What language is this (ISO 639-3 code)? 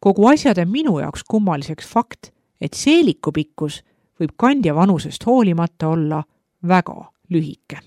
est